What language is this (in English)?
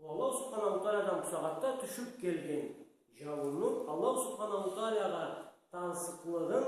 Karachay-Balkar